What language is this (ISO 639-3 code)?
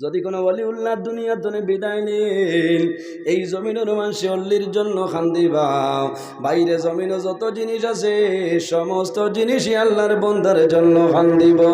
syl